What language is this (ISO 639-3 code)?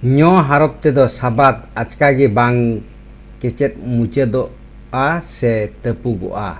sat